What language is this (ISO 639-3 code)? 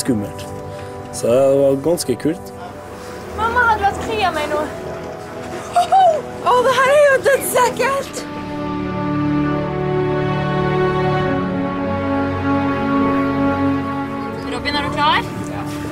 nor